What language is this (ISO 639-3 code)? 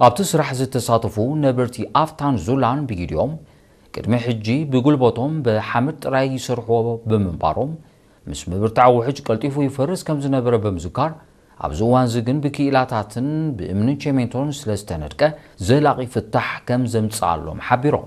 tir